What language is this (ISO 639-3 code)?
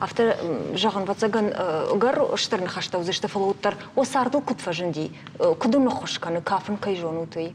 oss